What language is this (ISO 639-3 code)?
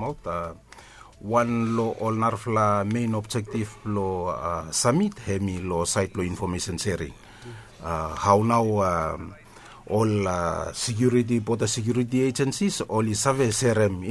bis